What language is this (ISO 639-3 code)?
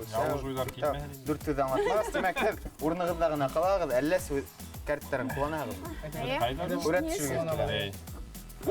bak